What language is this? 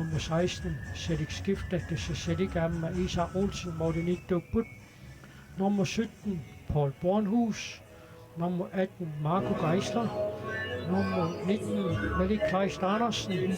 Kalaallisut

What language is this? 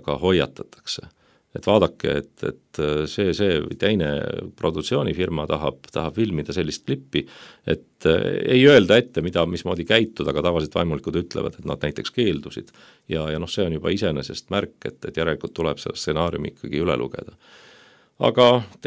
Estonian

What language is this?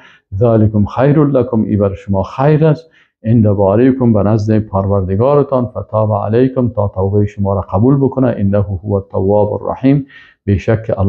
Persian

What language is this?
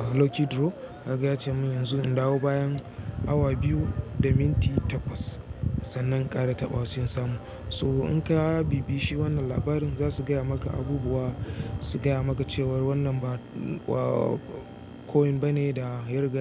Hausa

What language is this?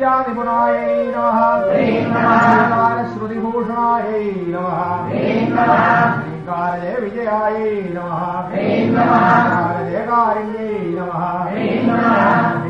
Sanskrit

